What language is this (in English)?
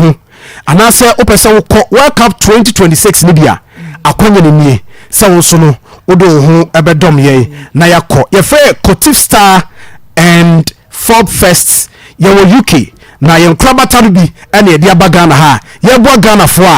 Akan